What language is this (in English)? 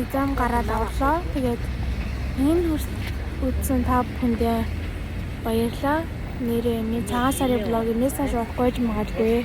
Mongolian